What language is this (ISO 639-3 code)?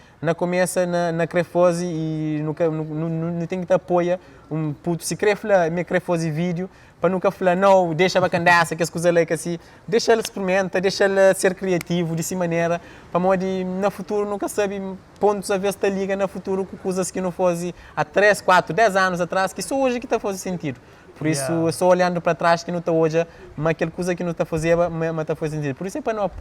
kea